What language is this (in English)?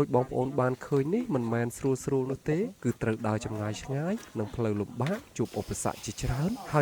Khmer